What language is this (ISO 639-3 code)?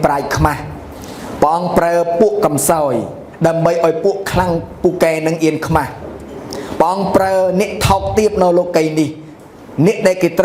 khm